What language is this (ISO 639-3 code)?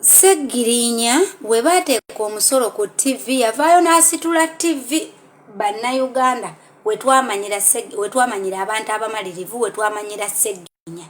lug